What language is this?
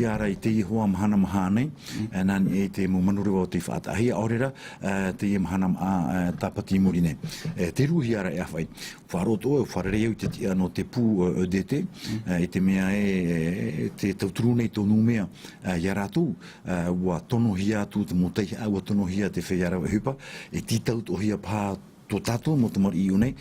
Tahitian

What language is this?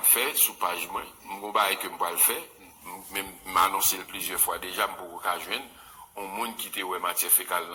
Haitian Creole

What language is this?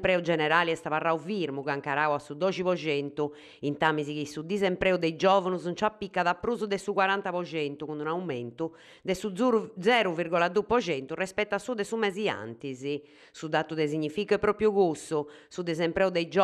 Sardinian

